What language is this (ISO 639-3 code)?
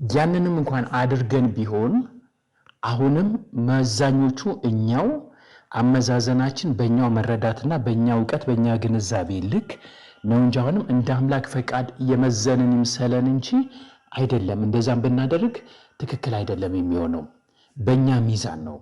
amh